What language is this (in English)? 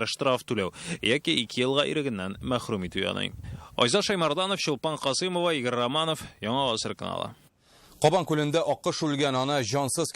Tatar